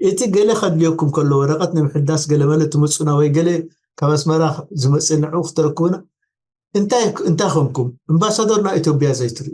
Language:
Tigrinya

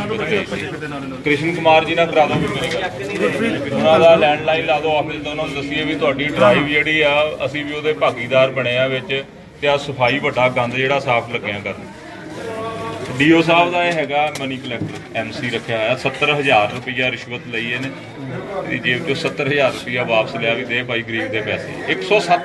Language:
Punjabi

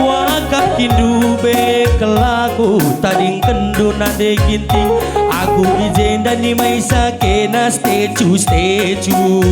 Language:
Batak Karo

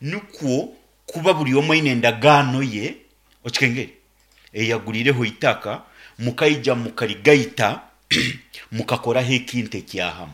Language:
Nyankole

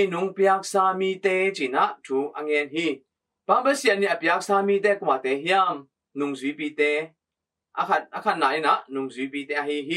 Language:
Tedim Chin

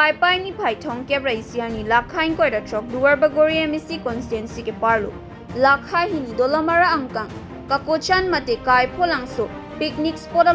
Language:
Karbi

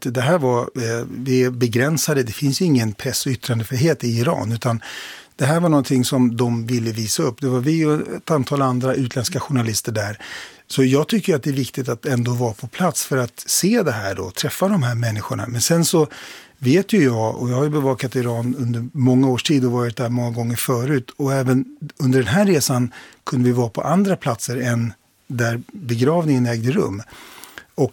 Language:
Swedish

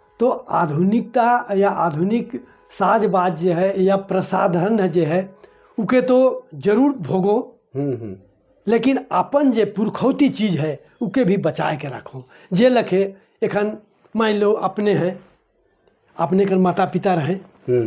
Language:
Sadri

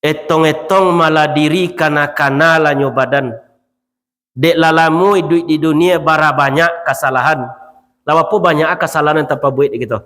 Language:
Minangkabau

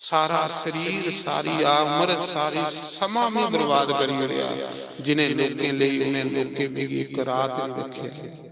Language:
Dogri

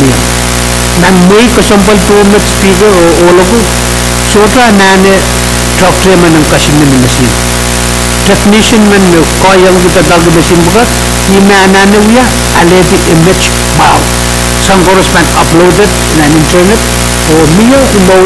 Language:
Pohnpeian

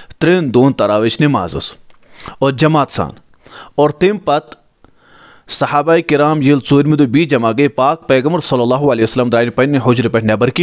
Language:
Kashmiri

